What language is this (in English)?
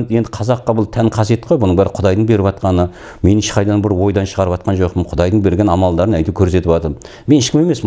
Kazakh